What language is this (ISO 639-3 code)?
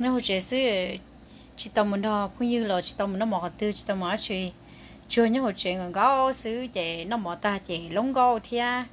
hmn